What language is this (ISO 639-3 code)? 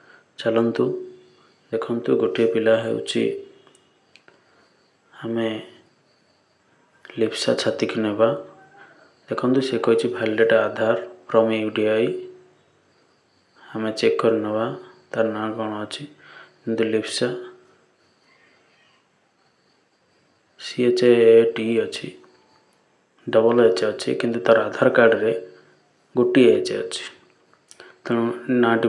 ori